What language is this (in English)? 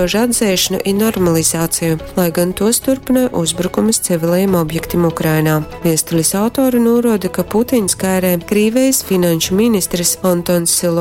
Latgalian